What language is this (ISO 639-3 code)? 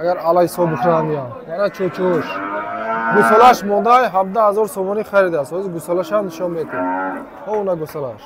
tgk